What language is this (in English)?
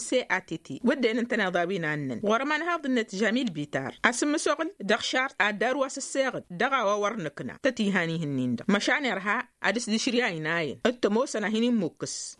Tamasheq